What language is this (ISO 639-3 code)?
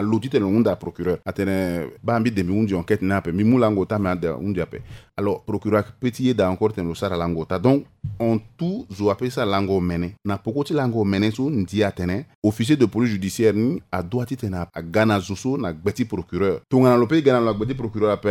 sag